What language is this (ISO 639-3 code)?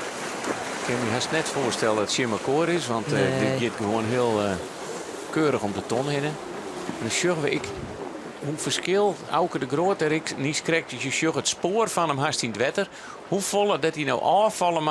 fry